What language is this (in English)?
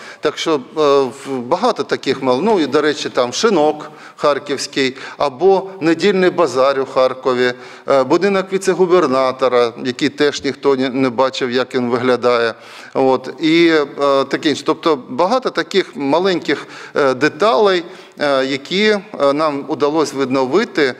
Ukrainian